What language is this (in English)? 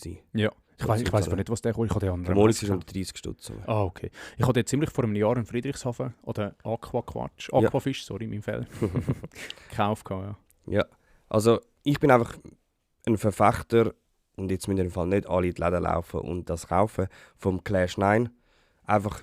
Swiss German